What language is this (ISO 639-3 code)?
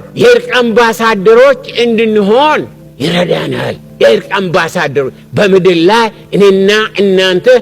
amh